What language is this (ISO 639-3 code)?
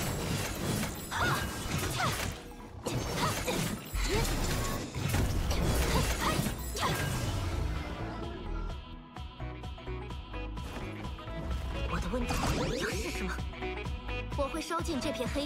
zho